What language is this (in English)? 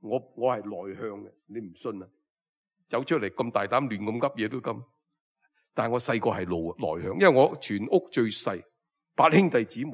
Cantonese